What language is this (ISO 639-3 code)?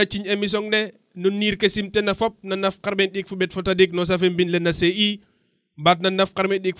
srr